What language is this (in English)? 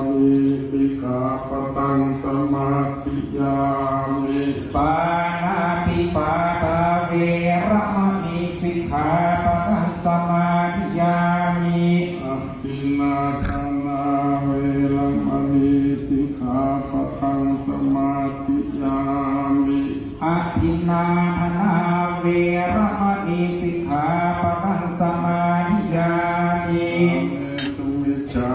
Pali